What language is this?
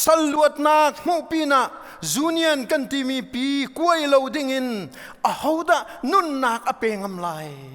Hakha Chin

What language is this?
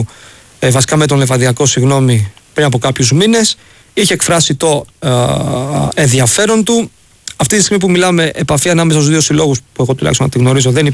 Greek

